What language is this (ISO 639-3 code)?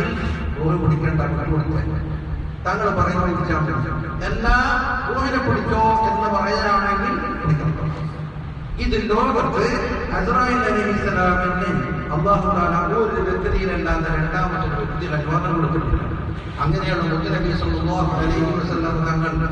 mal